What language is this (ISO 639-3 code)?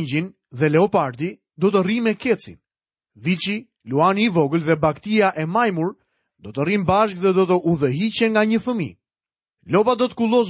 sqi